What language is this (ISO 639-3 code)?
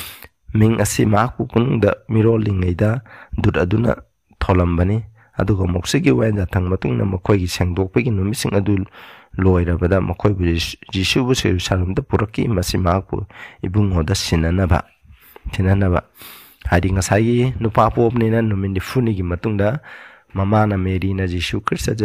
mni